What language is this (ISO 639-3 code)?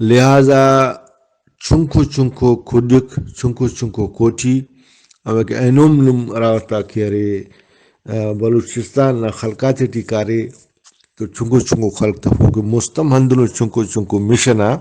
brh